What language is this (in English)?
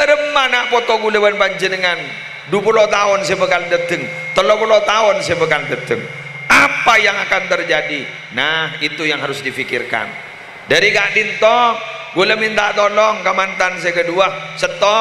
Madurese